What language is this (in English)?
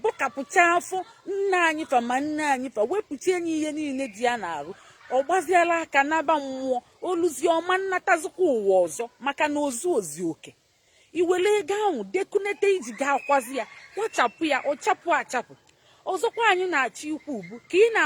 Igbo